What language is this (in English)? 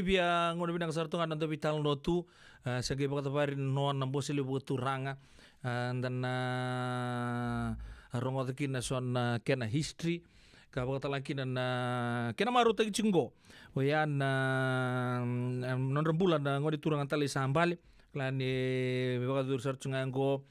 Fijian